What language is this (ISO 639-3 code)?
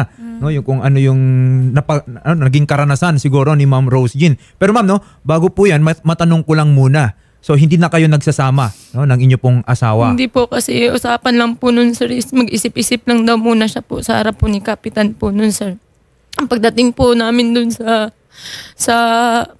fil